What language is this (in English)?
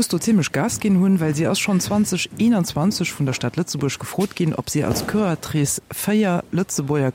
Luxembourgish